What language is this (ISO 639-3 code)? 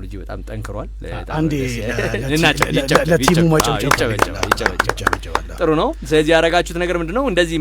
amh